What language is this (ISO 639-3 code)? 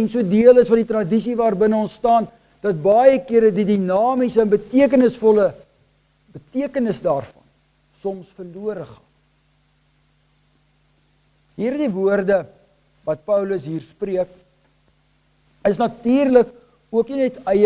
afr